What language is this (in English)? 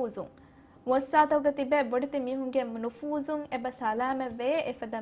Divehi